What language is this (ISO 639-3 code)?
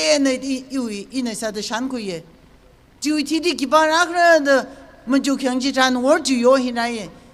nmf